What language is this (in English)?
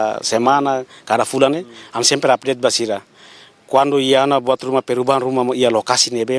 Tetum